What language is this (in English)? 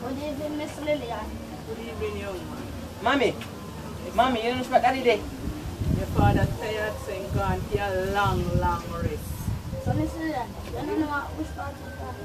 Jamaican Creole English